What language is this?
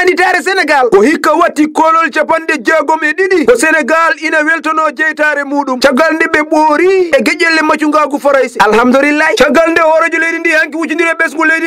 Fula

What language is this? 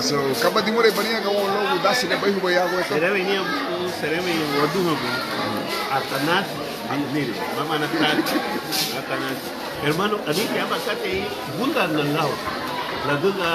Garifuna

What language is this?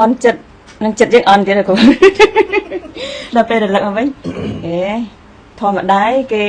Khmer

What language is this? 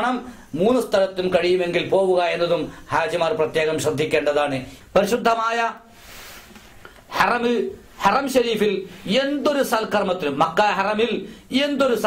Malayalam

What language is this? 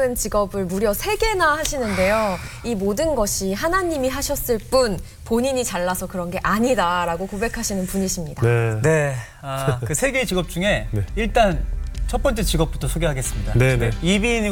Korean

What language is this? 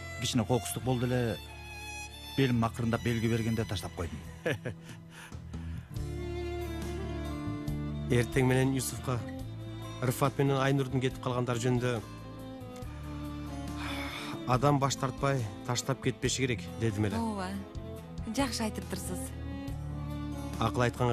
Kyrgyz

